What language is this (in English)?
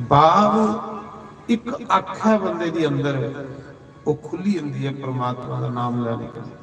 Dogri